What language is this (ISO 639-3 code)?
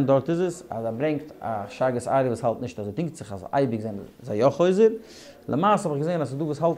yid